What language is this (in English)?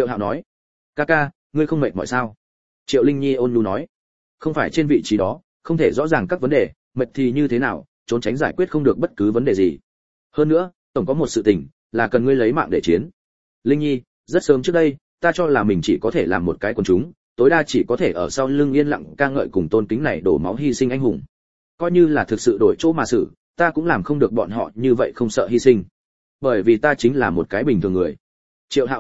Vietnamese